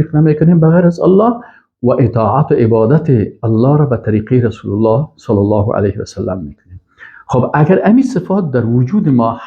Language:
Persian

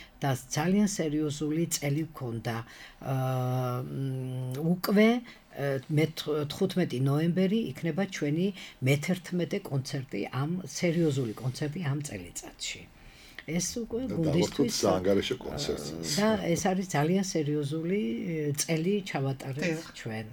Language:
Georgian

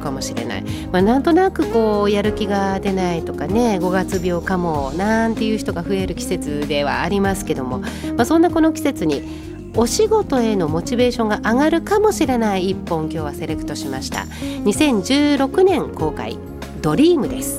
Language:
Japanese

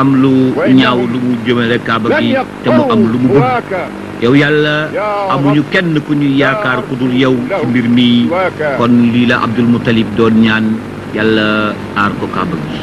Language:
Wolof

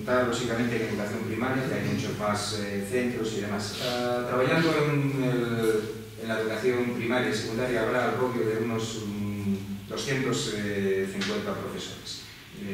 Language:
Asturian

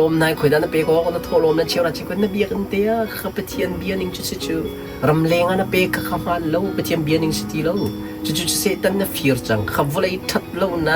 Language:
Hakha Chin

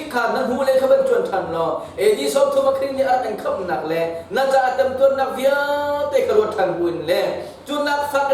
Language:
Hakha Chin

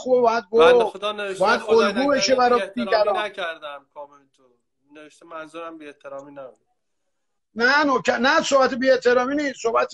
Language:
Persian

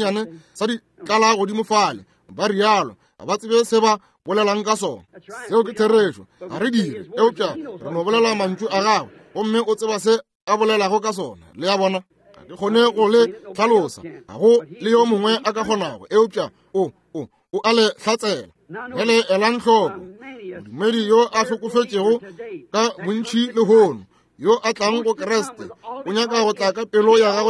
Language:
Northern Sotho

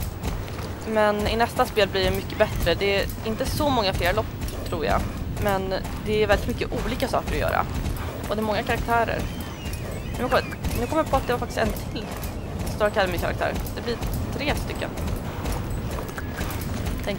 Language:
Swedish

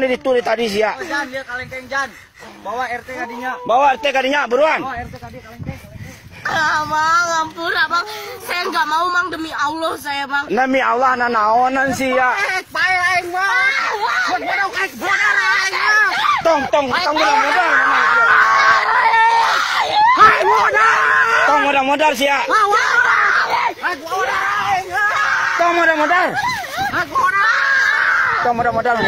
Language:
Sundanese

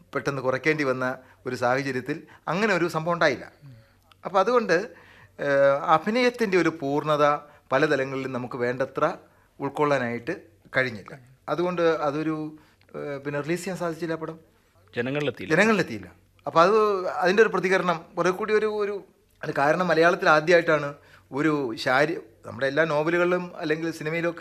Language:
Malayalam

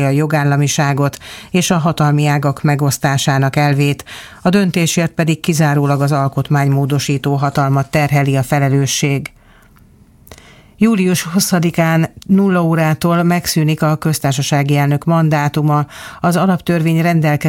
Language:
Hungarian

